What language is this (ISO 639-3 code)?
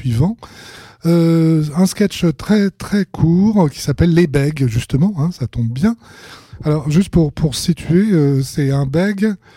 fra